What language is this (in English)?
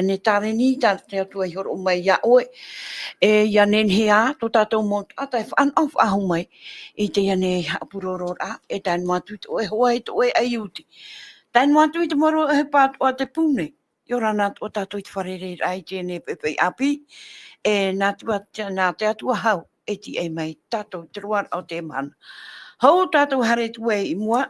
Tahitian